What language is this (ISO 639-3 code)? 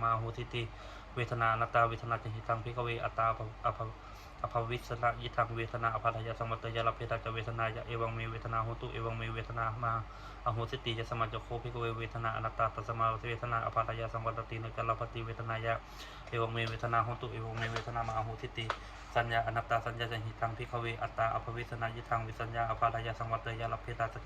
pli